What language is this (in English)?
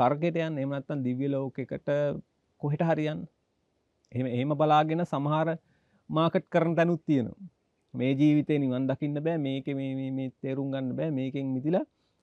Sinhala